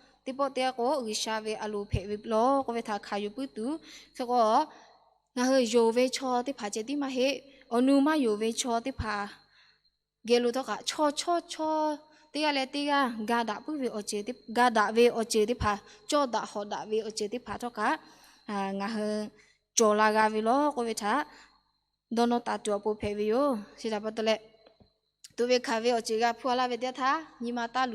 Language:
Lahu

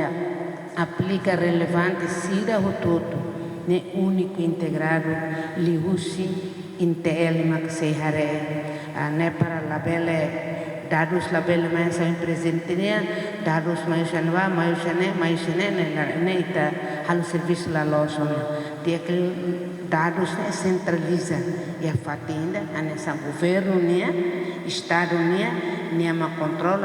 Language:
Tetum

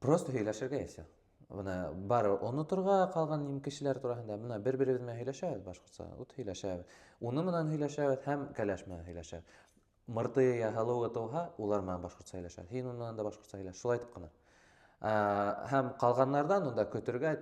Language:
Bashkir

